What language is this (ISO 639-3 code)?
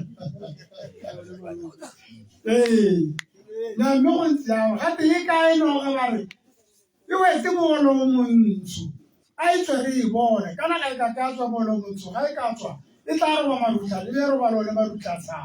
tsn